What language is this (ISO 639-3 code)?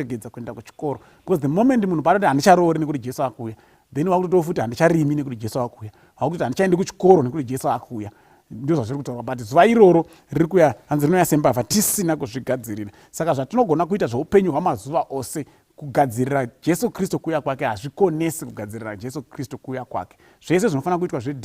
sna